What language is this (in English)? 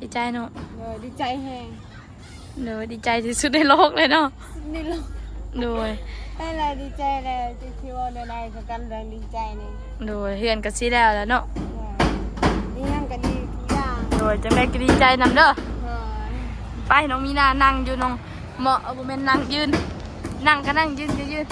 Northeastern Thai